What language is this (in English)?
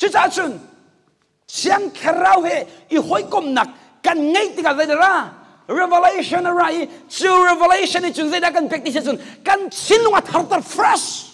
Hakha Chin